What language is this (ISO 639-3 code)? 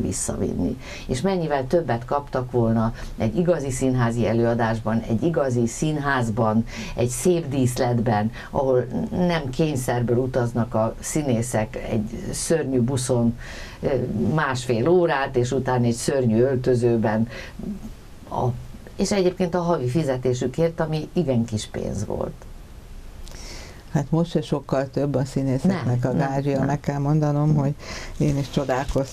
hun